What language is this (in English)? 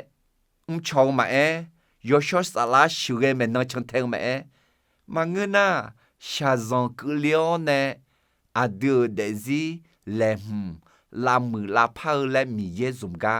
Akha